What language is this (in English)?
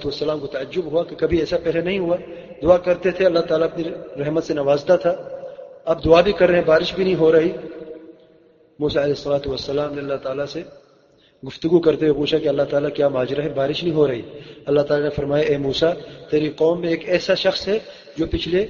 Urdu